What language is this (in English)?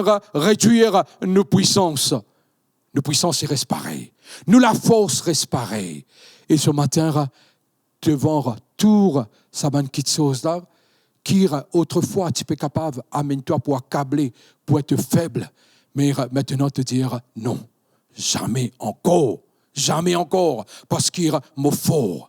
Morisyen